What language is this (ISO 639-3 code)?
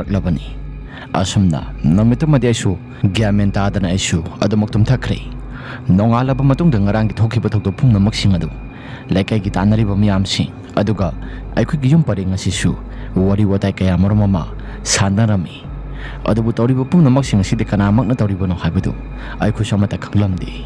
mni